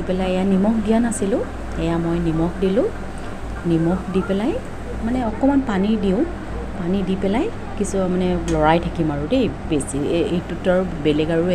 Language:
Assamese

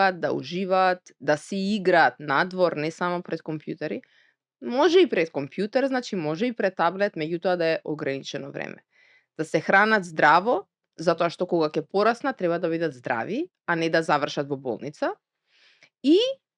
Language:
Macedonian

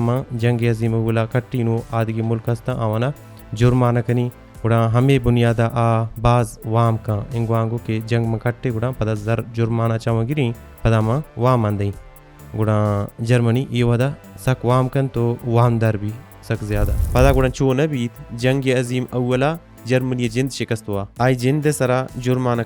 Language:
Baluchi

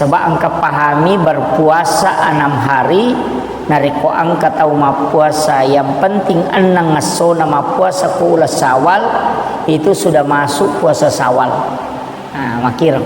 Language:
Buginese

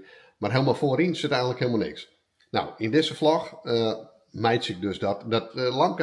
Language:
Western Frisian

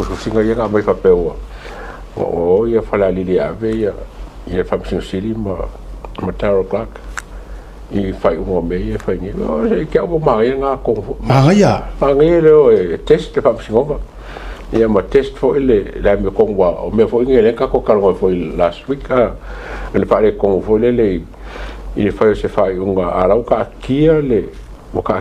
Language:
Samoan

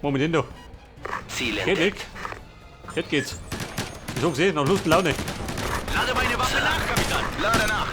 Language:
Bavarian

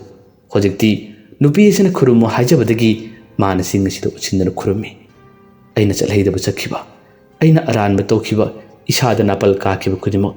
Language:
Manipuri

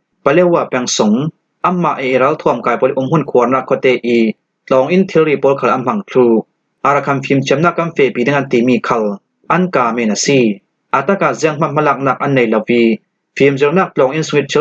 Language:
Falam Chin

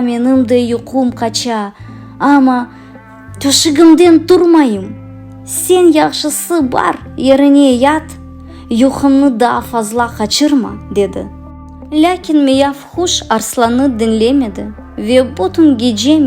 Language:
Crimean Tatar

